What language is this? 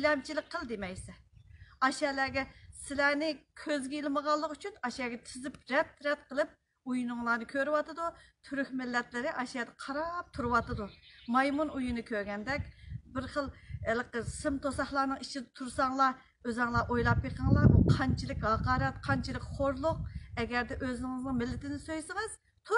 Uyghur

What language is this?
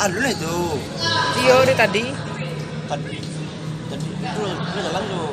Minangkabau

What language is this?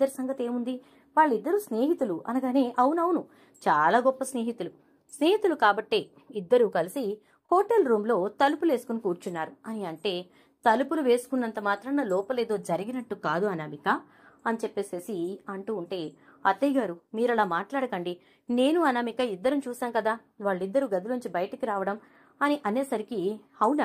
Telugu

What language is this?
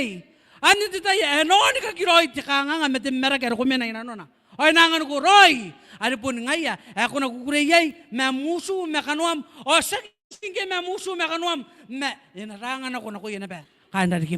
Gilbertese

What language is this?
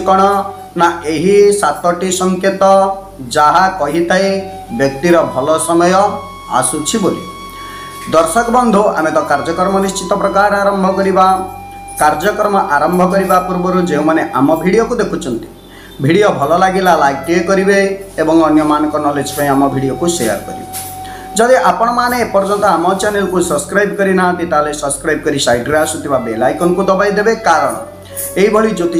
Odia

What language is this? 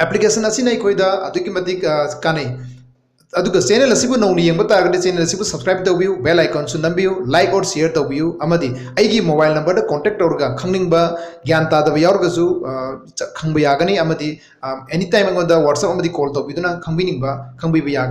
Manipuri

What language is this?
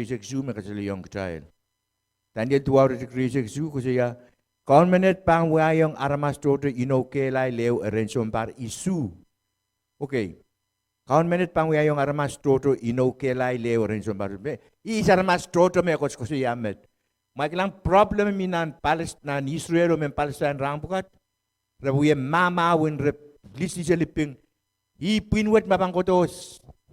Pohnpeian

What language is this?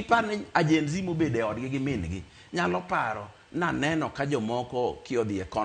Luo (Kenya and Tanzania)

